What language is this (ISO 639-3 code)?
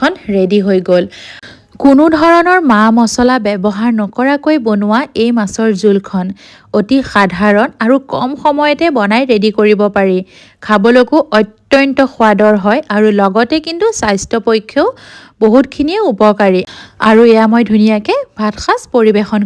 asm